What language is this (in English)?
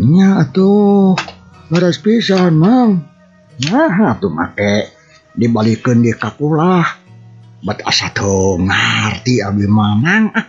Sundanese